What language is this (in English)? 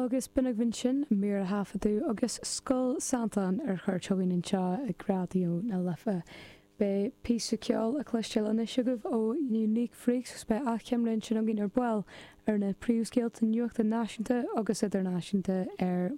Irish